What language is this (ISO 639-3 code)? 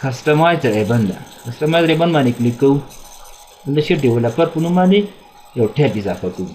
pus